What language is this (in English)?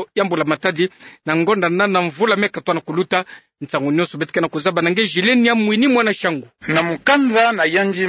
Kituba (Democratic Republic of Congo)